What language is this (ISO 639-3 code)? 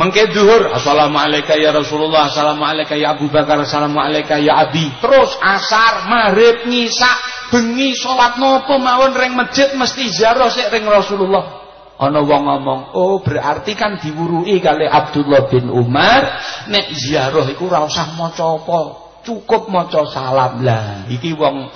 jav